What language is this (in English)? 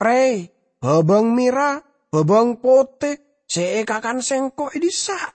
Madurese